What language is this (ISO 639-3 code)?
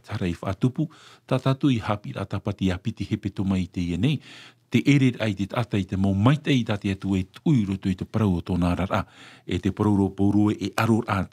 tah